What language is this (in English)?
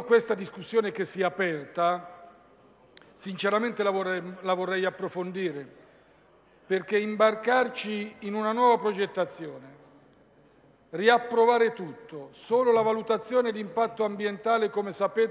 Italian